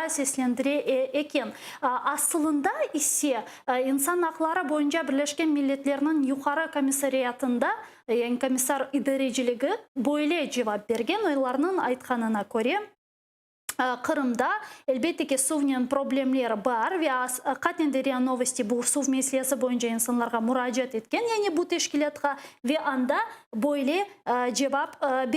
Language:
Crimean Tatar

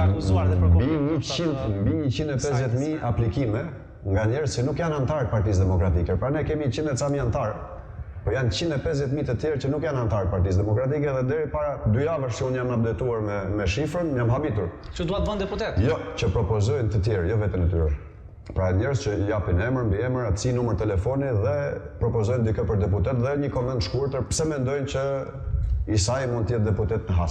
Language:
Albanian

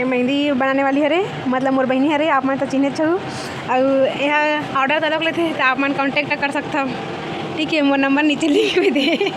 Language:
Chhattisgarhi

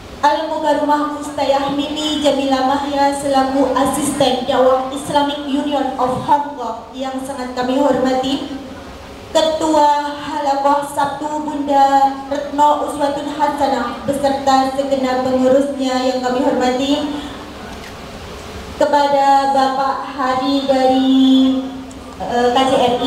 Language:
Indonesian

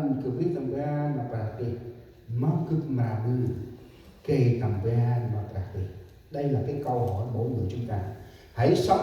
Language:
Central Mnong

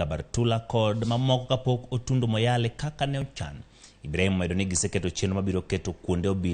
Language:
Luo (Kenya and Tanzania)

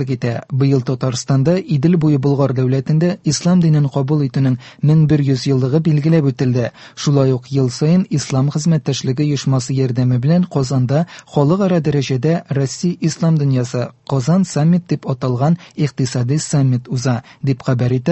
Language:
Tatar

